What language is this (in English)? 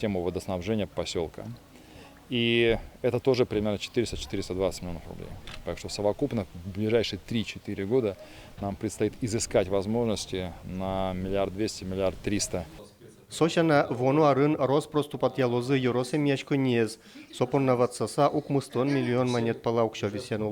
Udmurt